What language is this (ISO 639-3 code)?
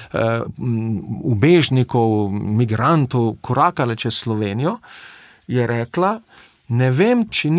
slv